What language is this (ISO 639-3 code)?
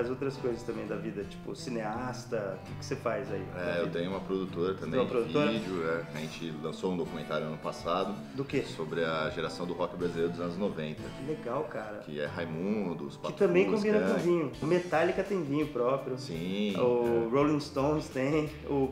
por